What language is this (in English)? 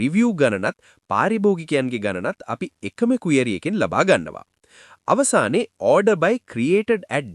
Sinhala